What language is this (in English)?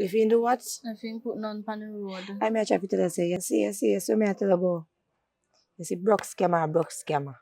Jamaican Creole English